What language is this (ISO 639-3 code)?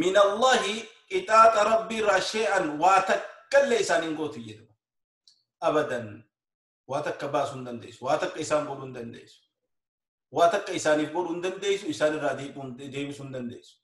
orm